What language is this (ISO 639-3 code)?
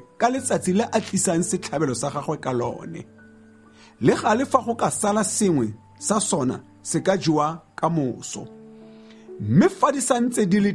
tsn